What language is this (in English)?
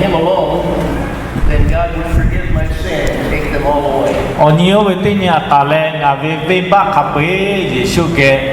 Lahu